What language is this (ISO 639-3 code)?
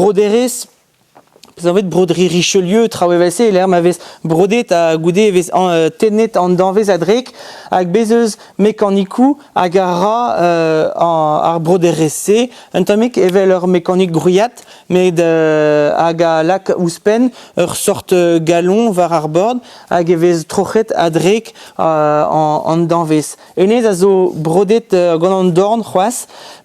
bre